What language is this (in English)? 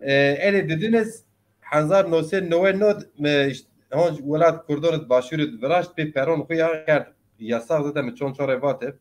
Zaza